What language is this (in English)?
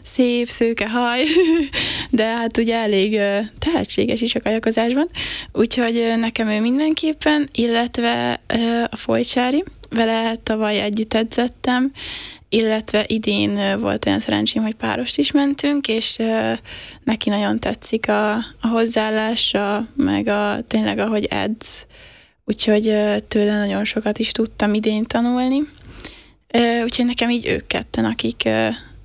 Hungarian